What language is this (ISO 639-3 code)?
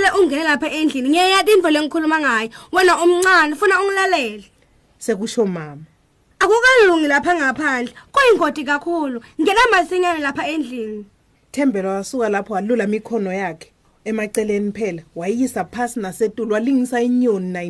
ssw